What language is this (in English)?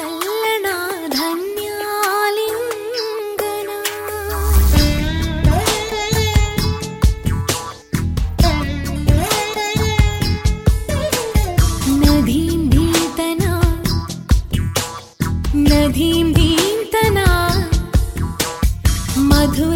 Kannada